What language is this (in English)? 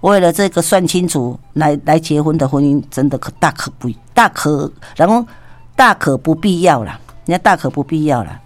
Min Nan Chinese